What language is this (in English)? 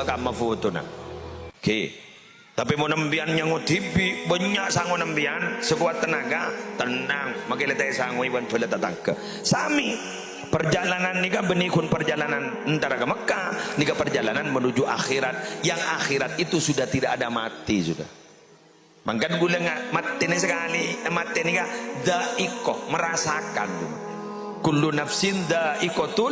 Madurese